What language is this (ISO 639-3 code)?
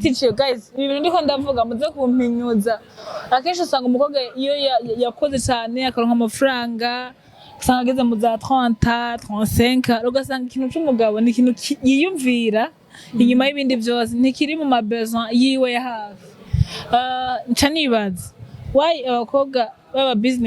run